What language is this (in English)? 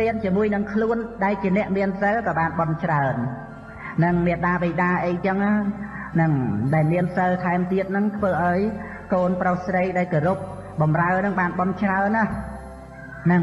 Khmer